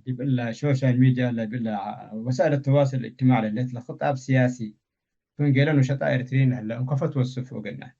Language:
Tigre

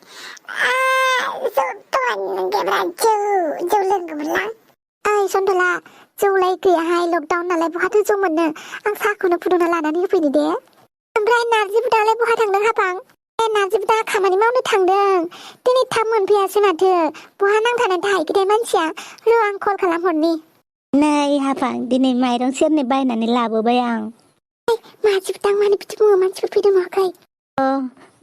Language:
Bodo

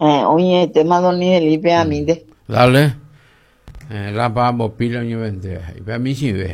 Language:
Guarani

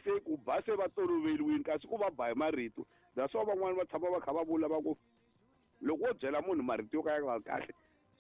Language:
Tsonga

